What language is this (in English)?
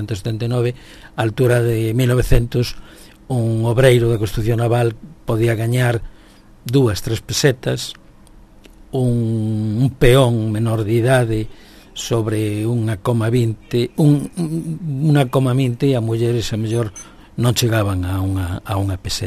Galician